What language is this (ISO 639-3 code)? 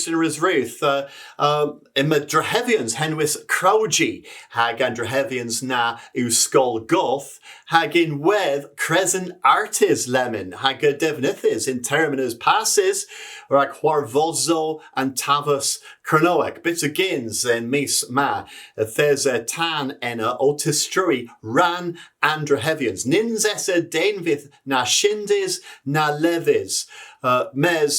cor